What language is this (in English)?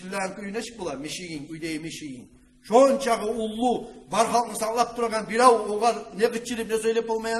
Kumyk